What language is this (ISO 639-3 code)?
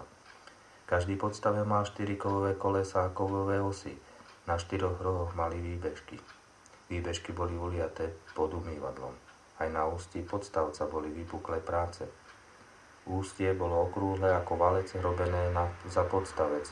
slk